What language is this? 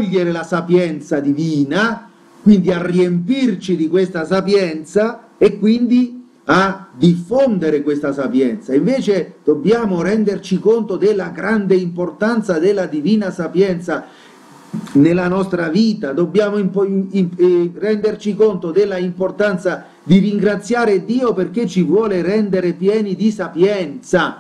Italian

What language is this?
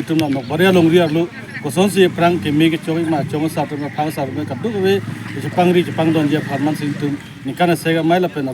Karbi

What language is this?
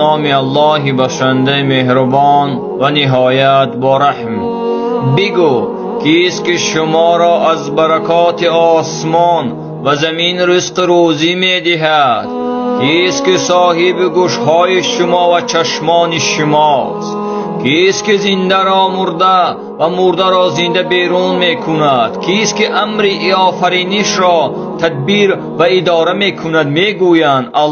Tajik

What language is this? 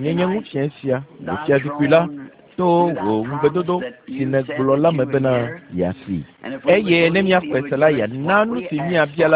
Ewe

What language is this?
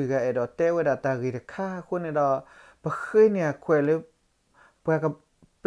S'gaw Karen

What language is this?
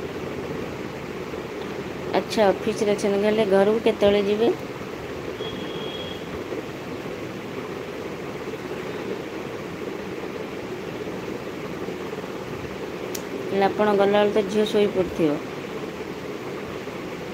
Odia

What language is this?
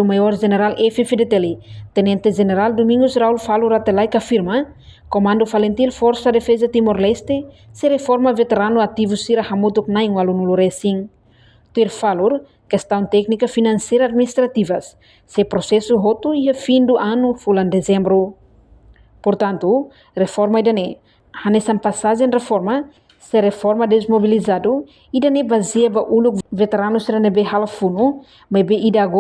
Tetum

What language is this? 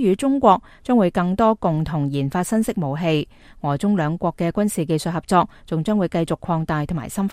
Cantonese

